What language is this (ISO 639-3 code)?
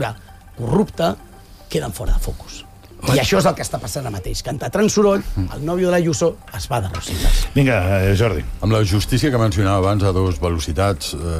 cat